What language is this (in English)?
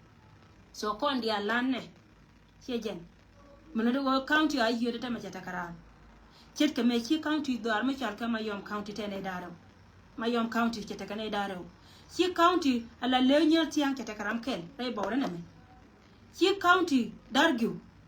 Nuer